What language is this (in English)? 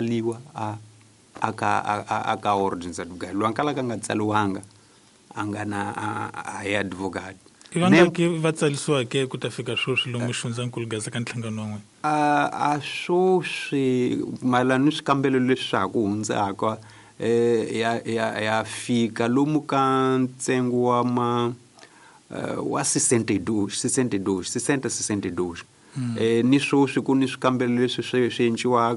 Tsonga